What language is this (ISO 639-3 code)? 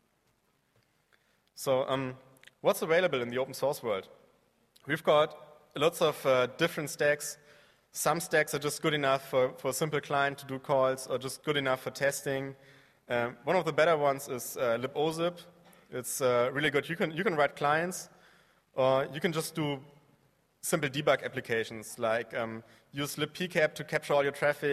eng